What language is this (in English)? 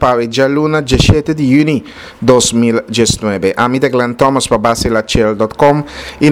Papiamento